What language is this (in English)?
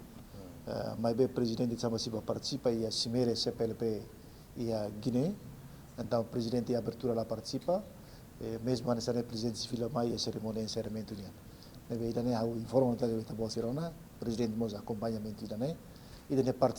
Tetum